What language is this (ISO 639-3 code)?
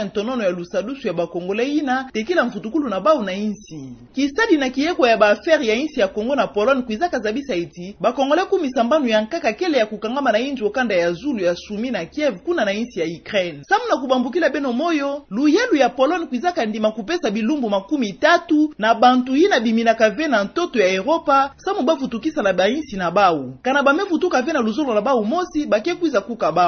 ktu